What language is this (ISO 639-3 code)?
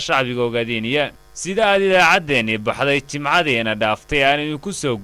som